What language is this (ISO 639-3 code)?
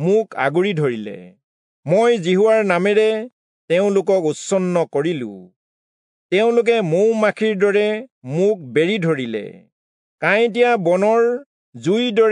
asm